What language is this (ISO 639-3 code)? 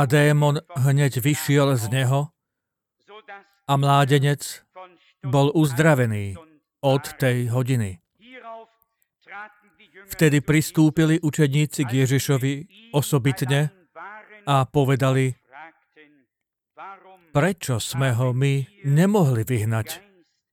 slk